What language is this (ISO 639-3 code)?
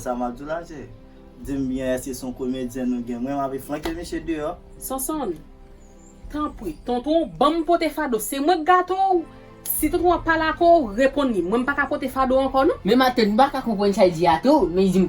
hat